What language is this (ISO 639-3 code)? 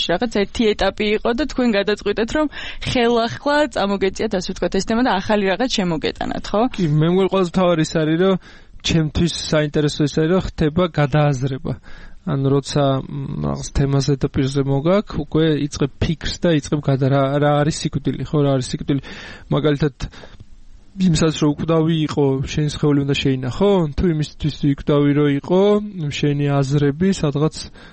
kat